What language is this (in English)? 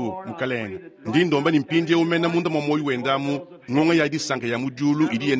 Luba-Lulua